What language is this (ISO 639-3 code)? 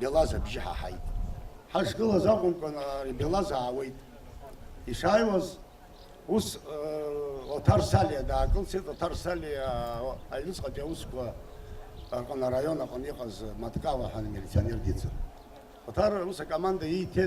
abk